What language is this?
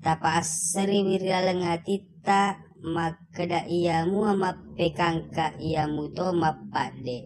Buginese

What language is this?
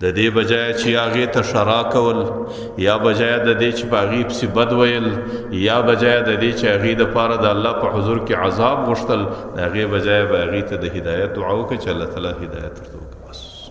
Pashto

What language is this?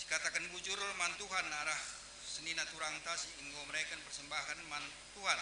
Batak Karo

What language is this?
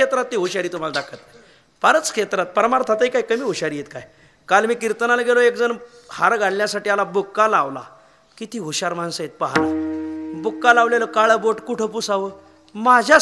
Marathi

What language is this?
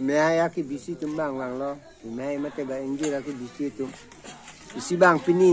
Karbi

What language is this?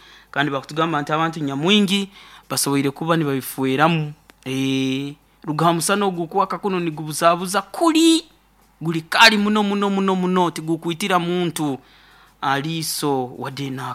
Nyoro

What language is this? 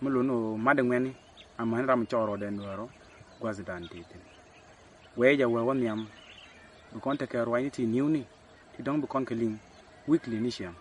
Nuer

